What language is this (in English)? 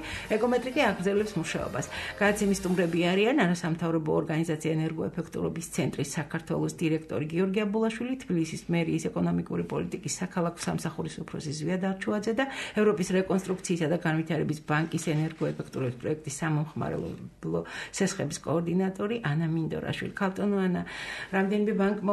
Georgian